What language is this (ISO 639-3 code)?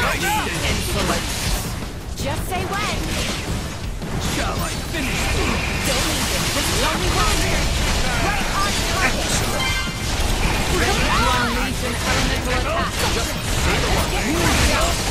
eng